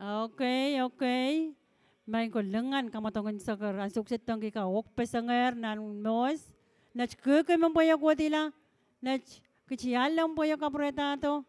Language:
Pohnpeian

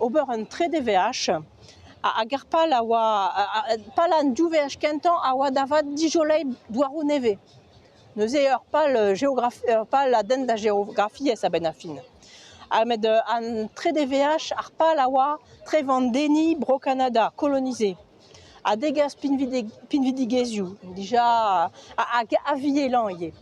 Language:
Breton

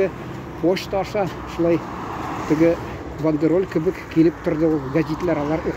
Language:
Tatar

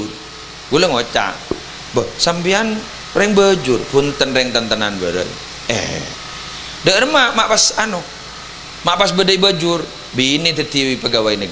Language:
Madurese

